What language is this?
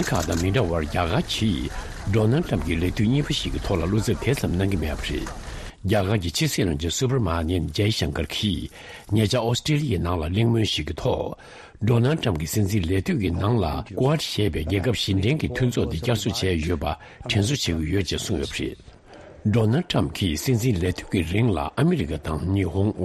Tibetan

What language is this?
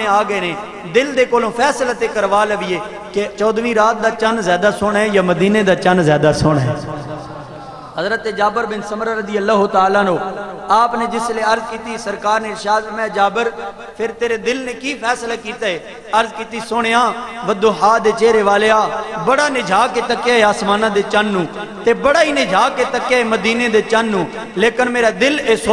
Western Panjabi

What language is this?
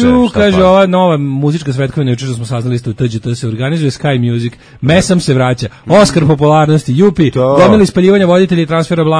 Serbian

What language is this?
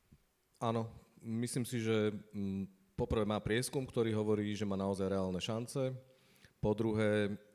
Slovak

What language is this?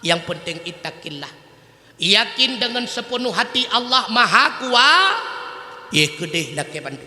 Achinese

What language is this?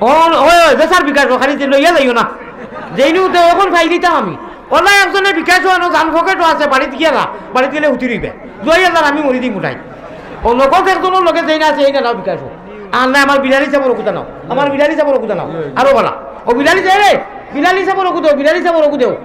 Sylheti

